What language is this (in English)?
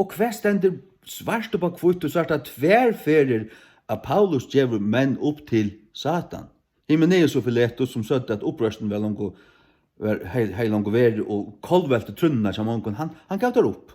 Faroese